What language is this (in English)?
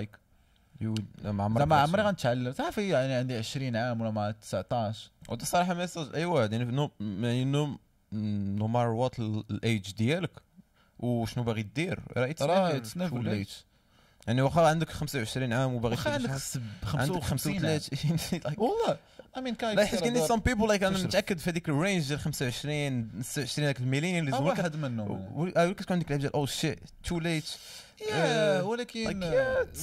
Moroccan Arabic